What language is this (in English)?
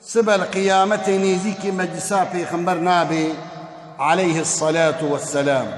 Kurdish